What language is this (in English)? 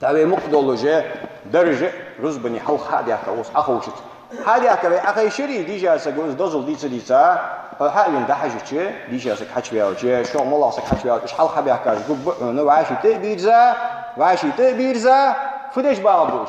Ingush